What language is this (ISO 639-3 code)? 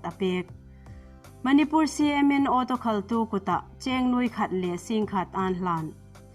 hmr